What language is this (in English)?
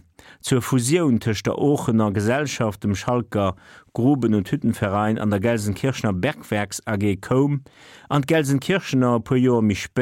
Luxembourgish